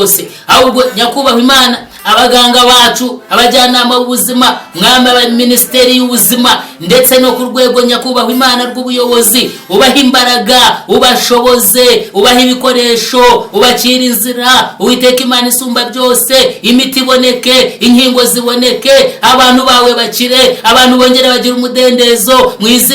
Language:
Kinyarwanda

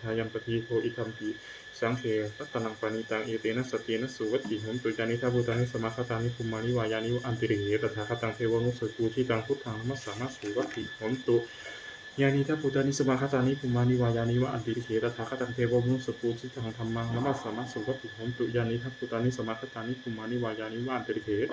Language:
Pali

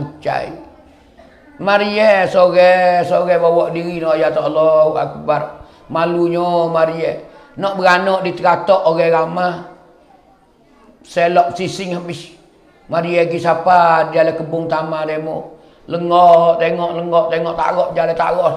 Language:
Malay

